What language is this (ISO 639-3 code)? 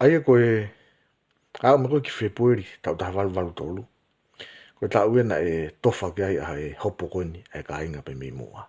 ton